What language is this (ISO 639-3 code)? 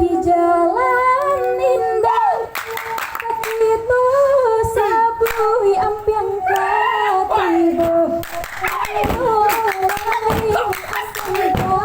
min